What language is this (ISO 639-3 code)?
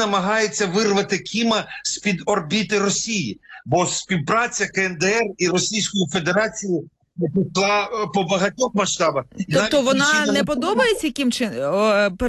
ukr